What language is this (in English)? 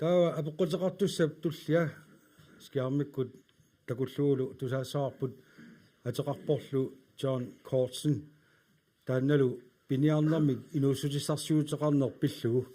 Kalaallisut